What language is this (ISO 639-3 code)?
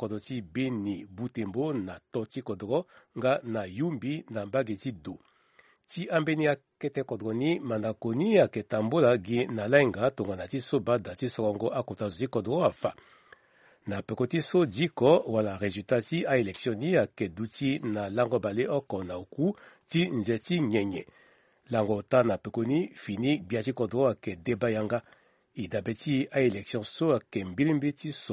sag